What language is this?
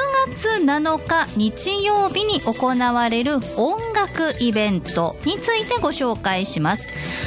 Japanese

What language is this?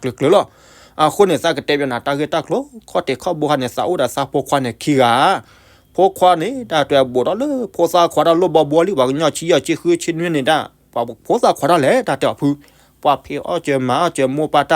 S'gaw Karen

